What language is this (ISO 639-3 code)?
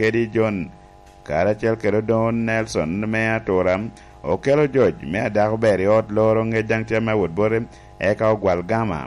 laj